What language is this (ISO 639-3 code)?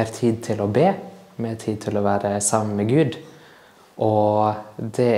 nor